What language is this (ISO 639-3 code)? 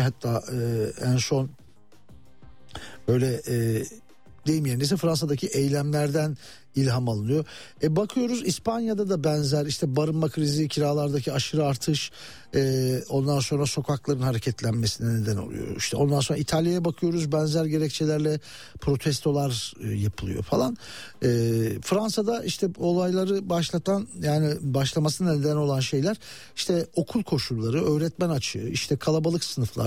tur